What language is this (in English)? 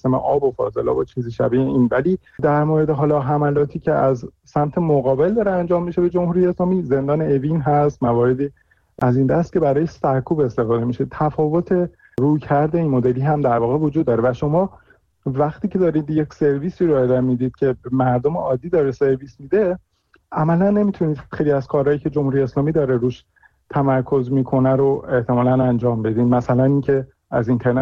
Persian